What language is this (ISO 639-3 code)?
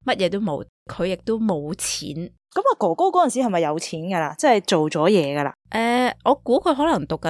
yue